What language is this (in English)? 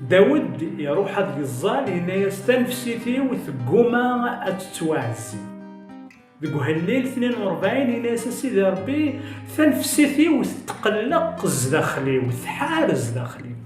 Kabyle